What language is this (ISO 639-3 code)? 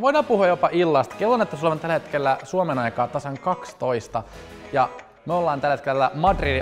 fin